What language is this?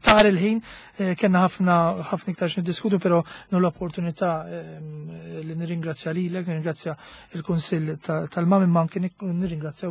Maltese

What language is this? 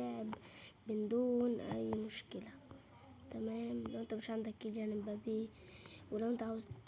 Egyptian Arabic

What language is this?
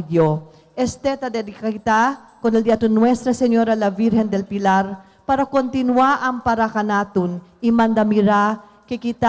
Chavacano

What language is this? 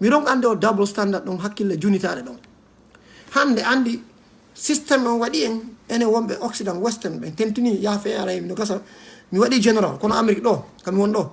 Fula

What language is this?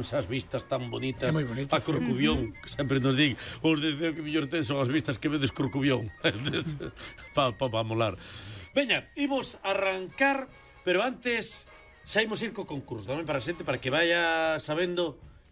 Galician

